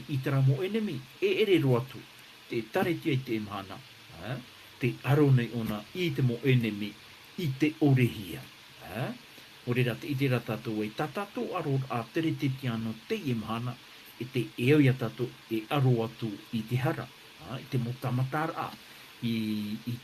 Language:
Tahitian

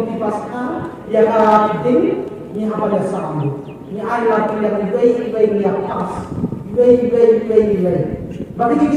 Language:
Khasi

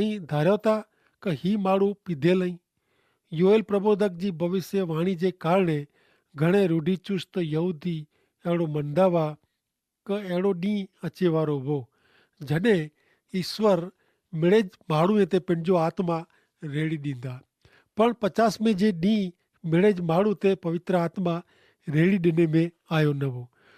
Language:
Kachhi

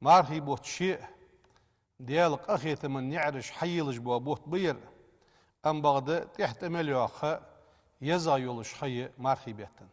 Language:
Ingush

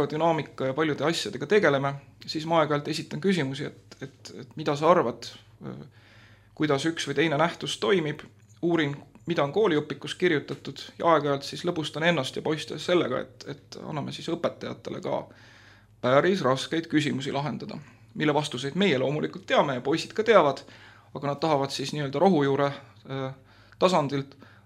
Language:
Estonian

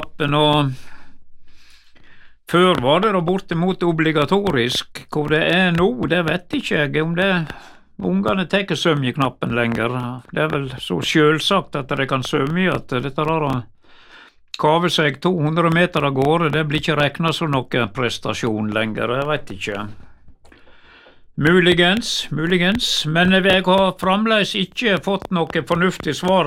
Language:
Norwegian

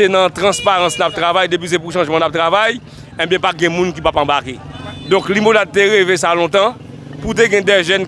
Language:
Haitian Creole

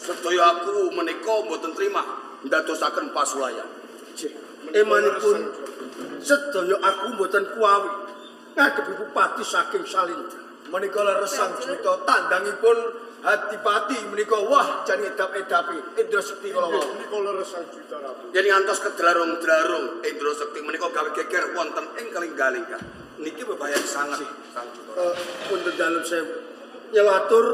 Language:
Javanese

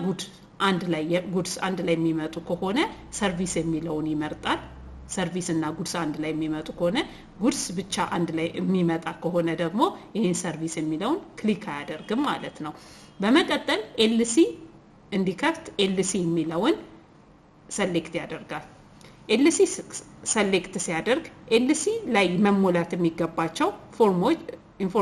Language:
Amharic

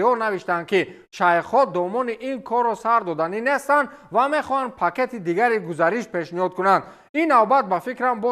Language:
Tajik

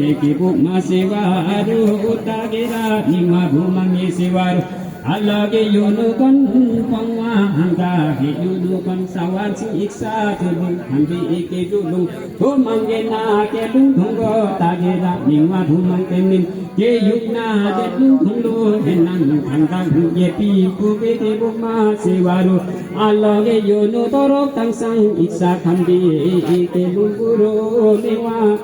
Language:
Limbu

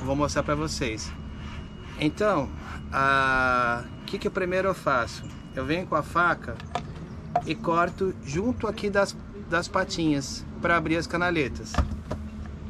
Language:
Portuguese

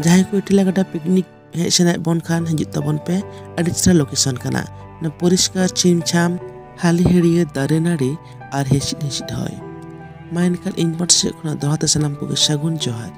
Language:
Santali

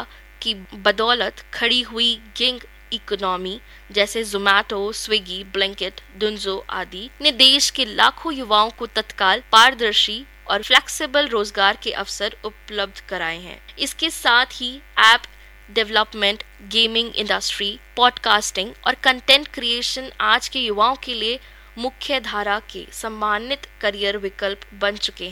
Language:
Hindi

